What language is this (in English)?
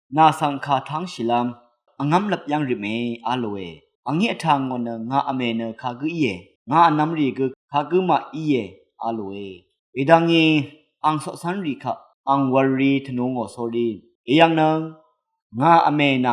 Rawang